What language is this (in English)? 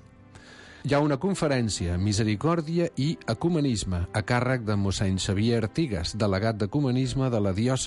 Catalan